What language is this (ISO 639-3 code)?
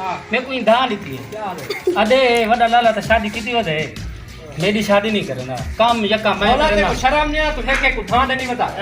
skr